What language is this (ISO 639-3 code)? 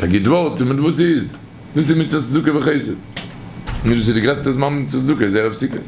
yid